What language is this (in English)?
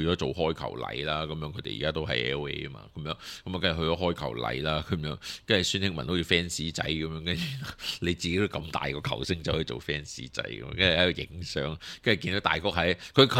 Cantonese